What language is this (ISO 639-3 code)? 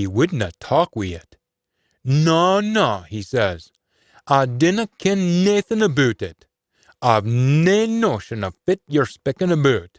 sco